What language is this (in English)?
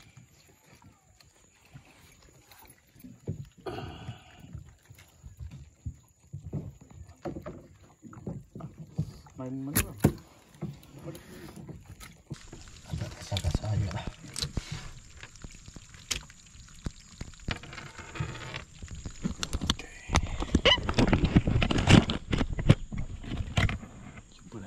Malay